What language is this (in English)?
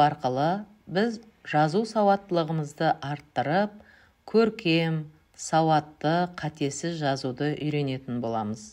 Kazakh